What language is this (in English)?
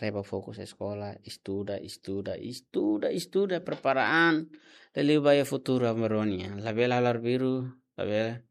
Tetum